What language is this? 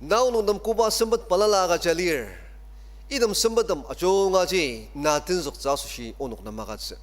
Ao Naga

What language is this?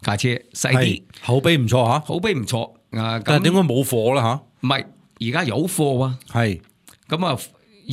Cantonese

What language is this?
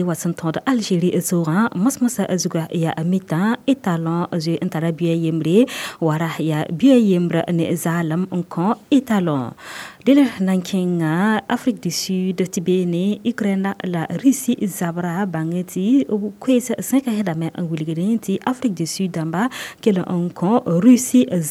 Mossi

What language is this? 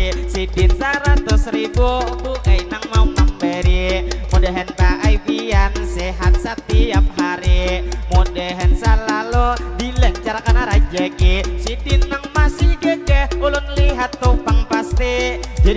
Banjar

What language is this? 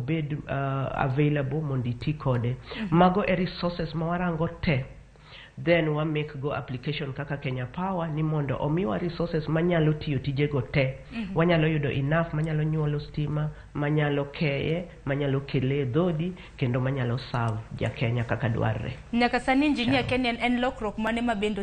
Luo (Kenya and Tanzania)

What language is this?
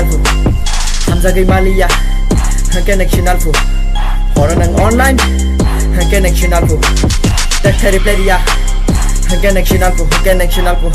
Kok Borok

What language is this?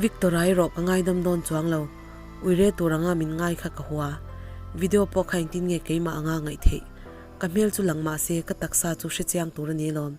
Mizo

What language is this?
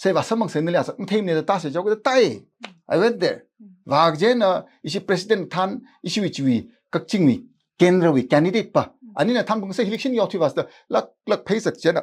Tangkhul Naga (India)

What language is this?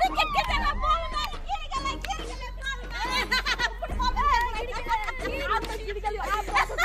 Maithili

